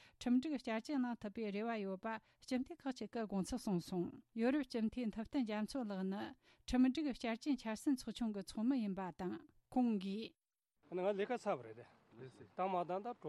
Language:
Tibetan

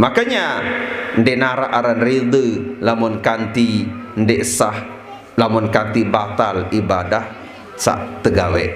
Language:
Sasak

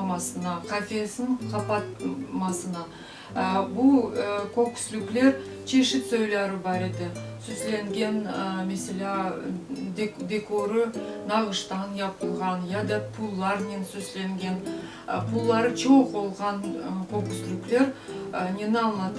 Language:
Crimean Tatar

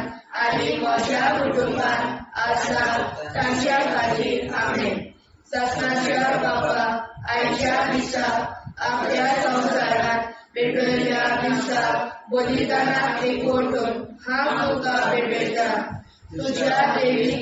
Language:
Konkani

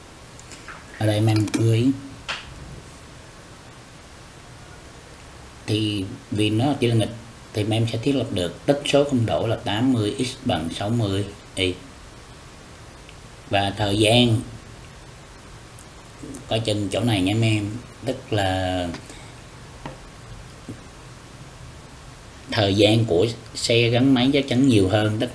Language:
Vietnamese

